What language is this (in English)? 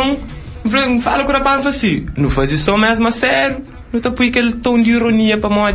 Kabuverdianu